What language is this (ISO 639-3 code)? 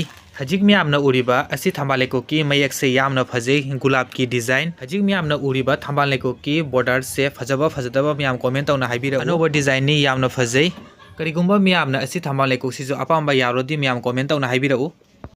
mni